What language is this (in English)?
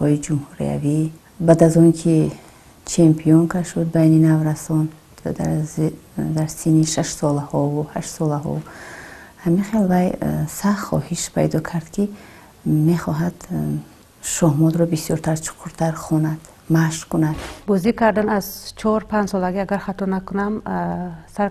Tajik